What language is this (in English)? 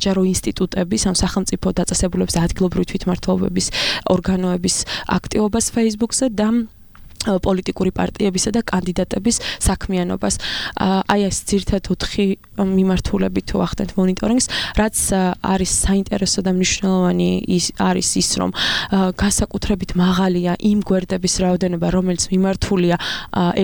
Georgian